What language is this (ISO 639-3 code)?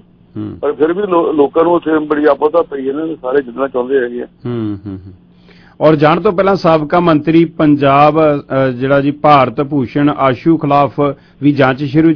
pan